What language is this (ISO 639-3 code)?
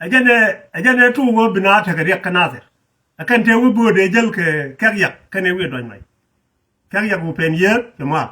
nus